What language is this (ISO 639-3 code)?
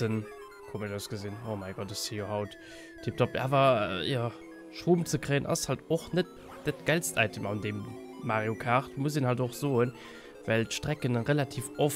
ltz